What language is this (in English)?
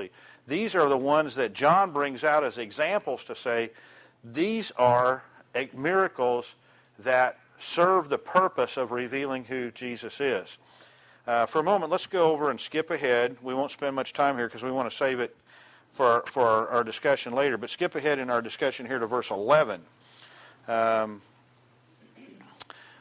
English